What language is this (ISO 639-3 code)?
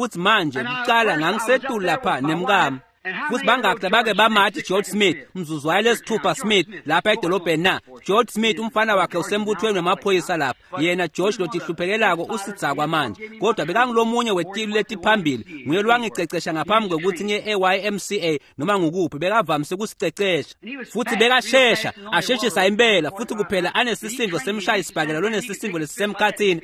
ssw